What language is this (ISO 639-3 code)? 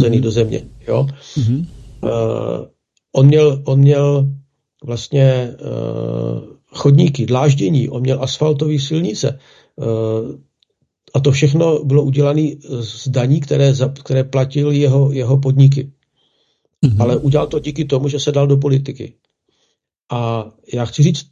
ces